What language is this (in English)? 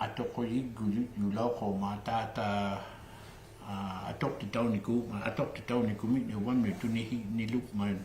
Inuktitut